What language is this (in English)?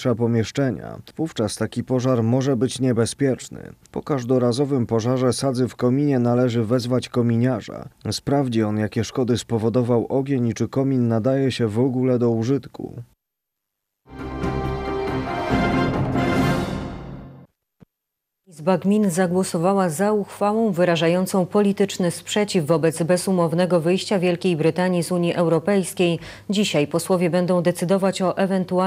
Polish